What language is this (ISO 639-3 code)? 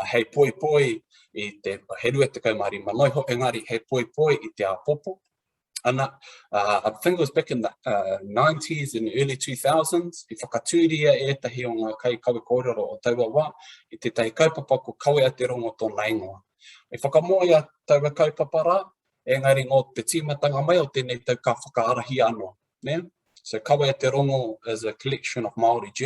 mri